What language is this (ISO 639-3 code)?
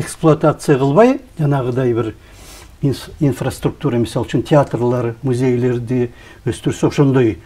kir